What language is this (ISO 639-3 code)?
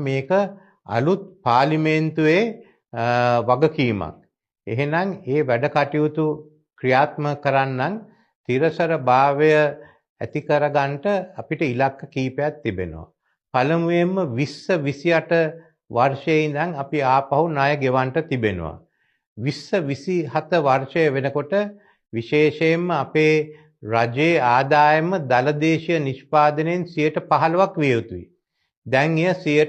sin